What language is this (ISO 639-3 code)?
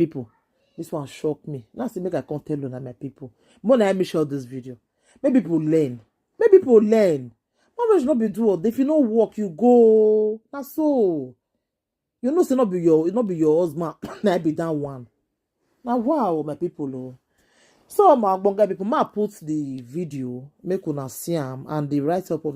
pcm